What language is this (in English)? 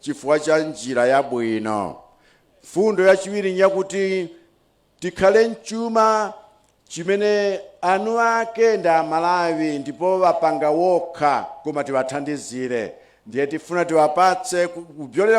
Nyanja